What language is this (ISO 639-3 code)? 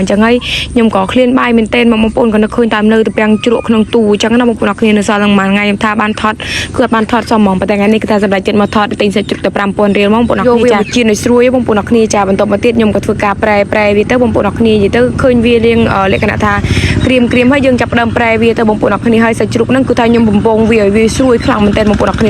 khm